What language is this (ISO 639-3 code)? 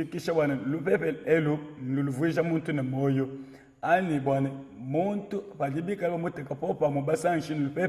lua